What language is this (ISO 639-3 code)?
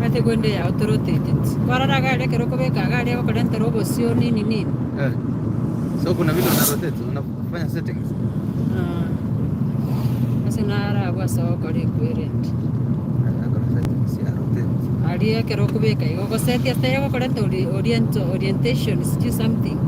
guz